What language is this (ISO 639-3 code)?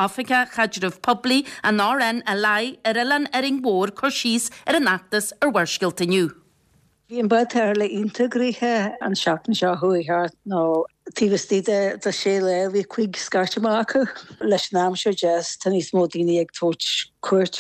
gle